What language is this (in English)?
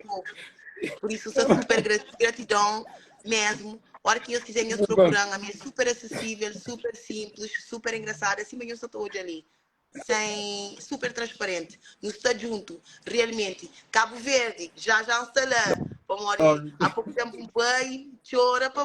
Kabuverdianu